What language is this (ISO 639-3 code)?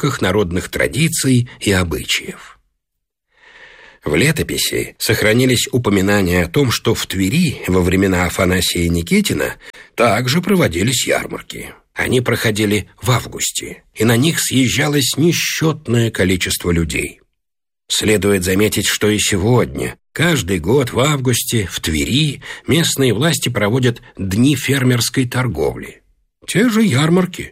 rus